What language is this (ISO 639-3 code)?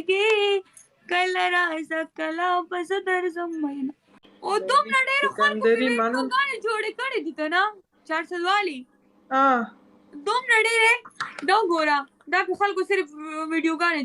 pus